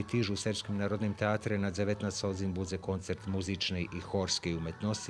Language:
Rusyn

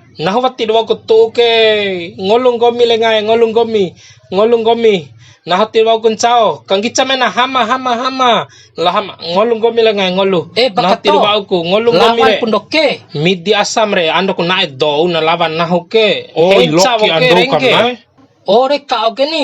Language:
Bima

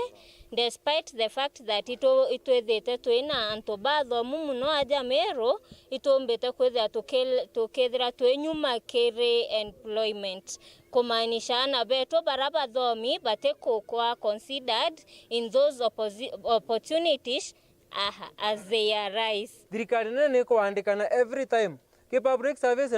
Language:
Meru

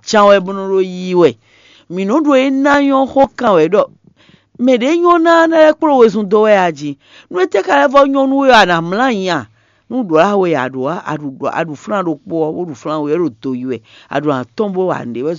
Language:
Fon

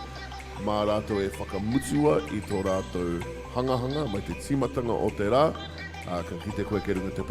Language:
Māori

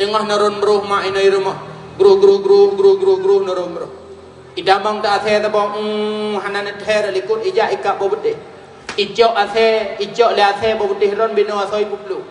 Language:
Achinese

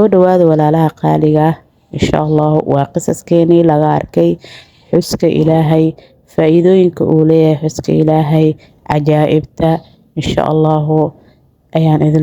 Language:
Somali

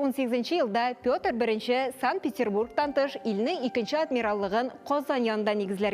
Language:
Tatar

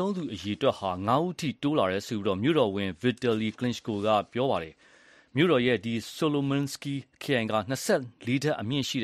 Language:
Burmese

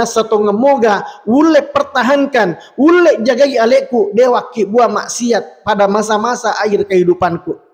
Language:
Buginese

